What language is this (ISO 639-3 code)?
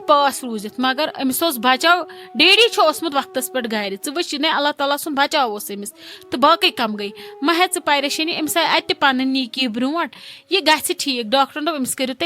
kas